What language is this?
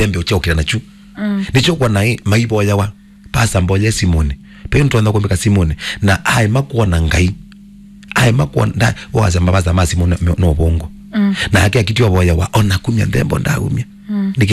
Kamba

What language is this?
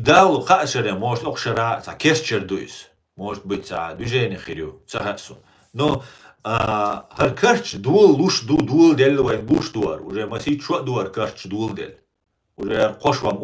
Chechen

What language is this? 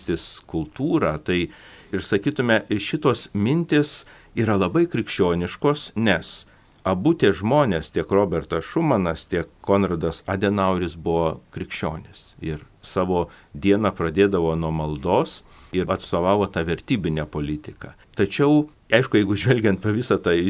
Lithuanian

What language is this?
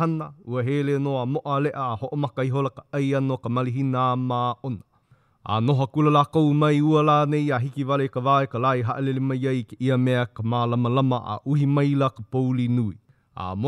Hawaiian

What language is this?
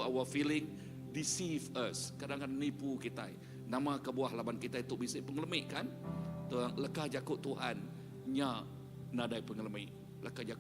Iban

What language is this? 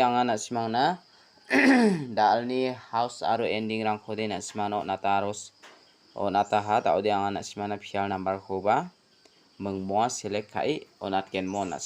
Garo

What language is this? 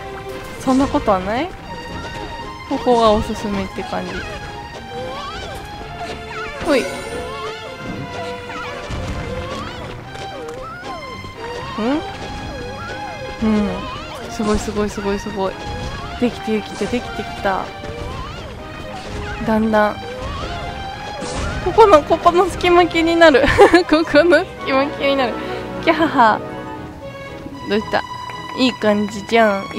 Japanese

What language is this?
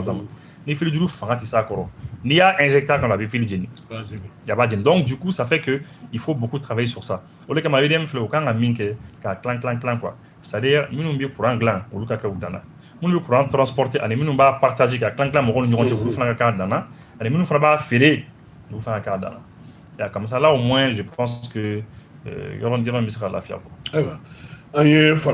Bambara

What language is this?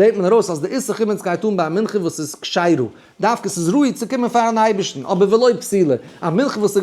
Yiddish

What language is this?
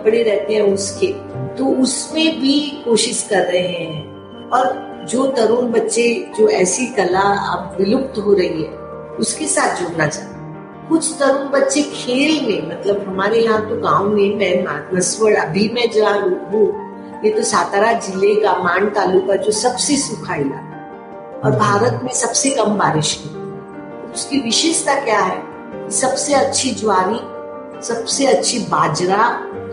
Hindi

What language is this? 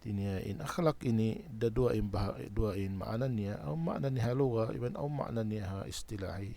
Tausug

